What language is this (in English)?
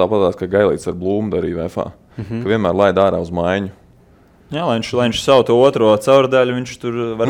Latvian